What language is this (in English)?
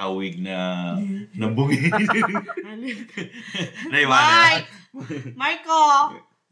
Bikol